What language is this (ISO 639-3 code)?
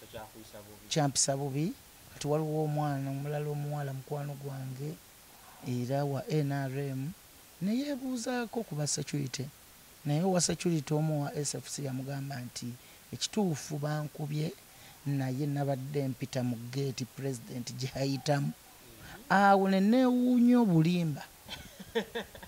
lug